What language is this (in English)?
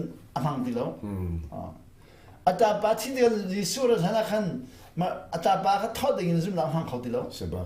Hakha Chin